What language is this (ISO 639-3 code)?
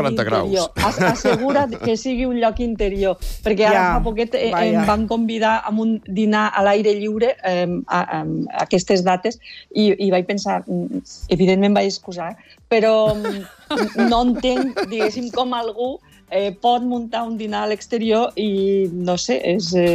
cat